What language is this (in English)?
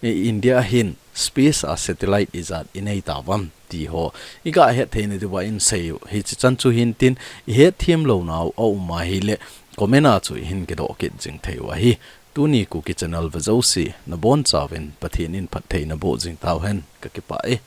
Thado Chin